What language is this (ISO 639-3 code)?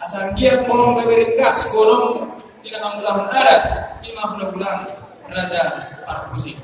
bbc